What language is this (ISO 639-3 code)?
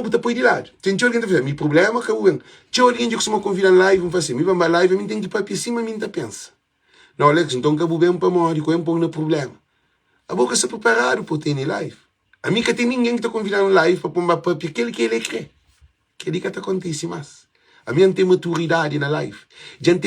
kea